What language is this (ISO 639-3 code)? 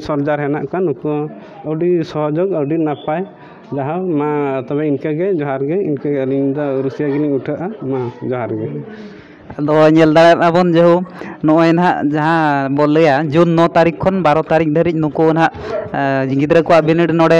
sat